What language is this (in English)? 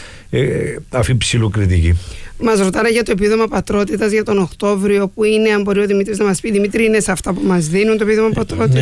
Greek